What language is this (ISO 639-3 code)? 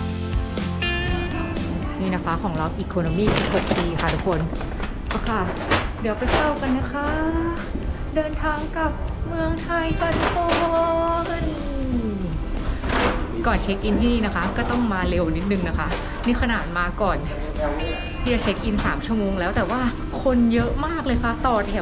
tha